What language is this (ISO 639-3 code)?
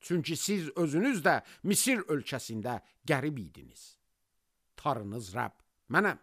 aze